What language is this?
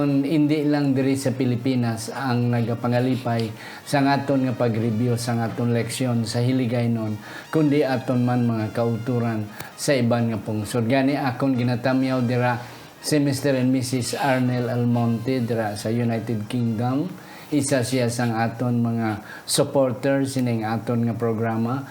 Hiligaynon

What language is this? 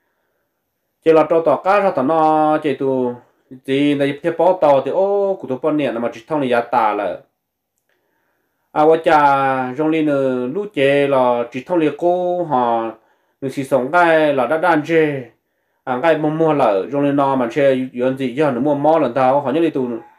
Vietnamese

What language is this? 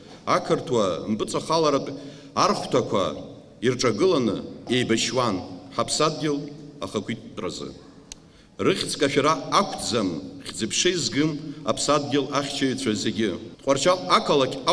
Abkhazian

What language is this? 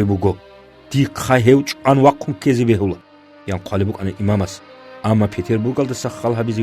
Avaric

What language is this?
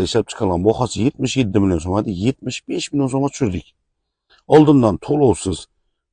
Uzbek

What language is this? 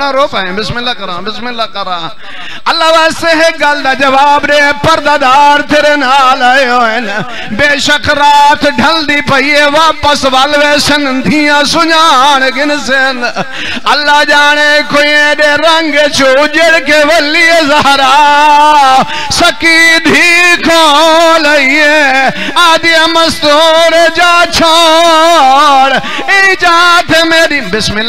Saraiki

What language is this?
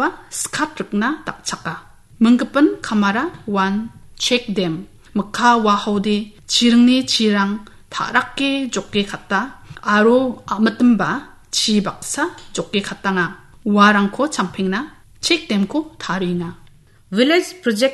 Garo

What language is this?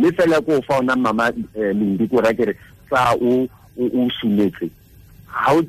Tswana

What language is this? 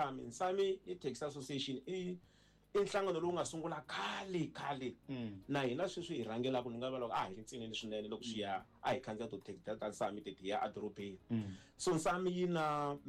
Tsonga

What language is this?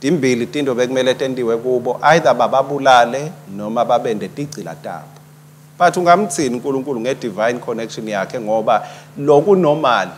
Swati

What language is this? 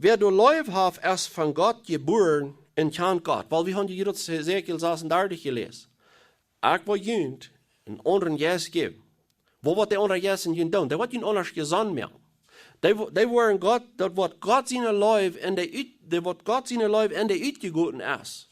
Plautdietsch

